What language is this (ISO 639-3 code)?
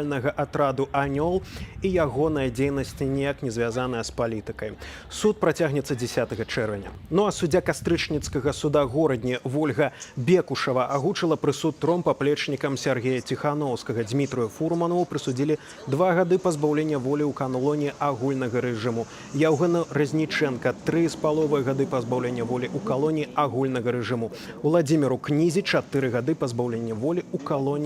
bel